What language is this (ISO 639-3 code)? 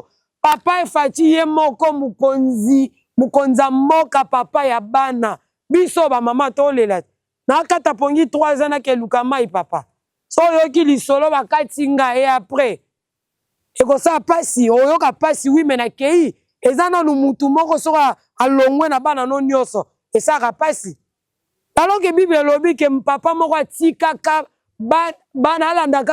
lin